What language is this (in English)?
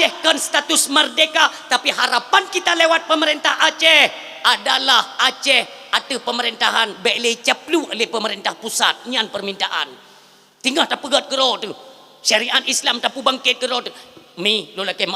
Achinese